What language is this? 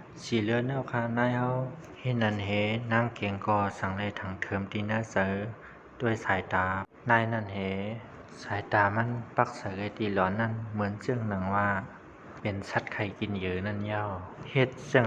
Shan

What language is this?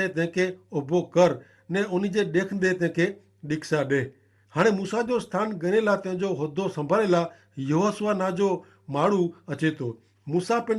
Kachhi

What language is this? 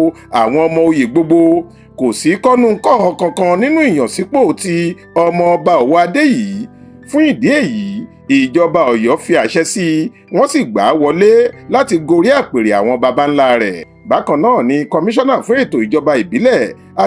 Yoruba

